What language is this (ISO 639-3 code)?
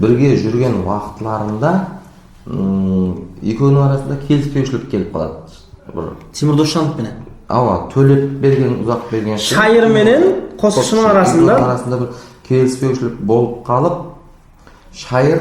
kaa